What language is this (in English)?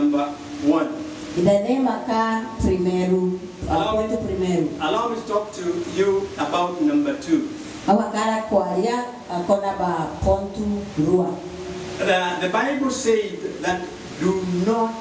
Tetum